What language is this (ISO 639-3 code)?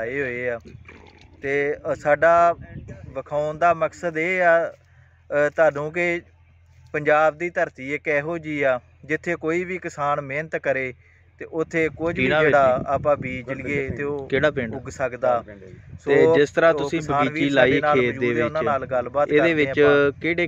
pan